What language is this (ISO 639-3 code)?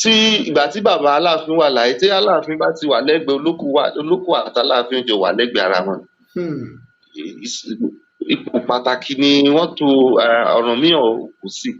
yor